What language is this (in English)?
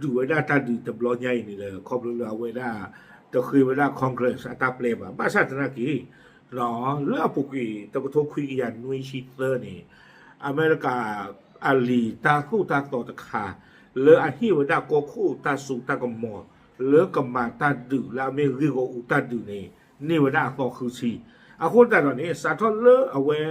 S'gaw Karen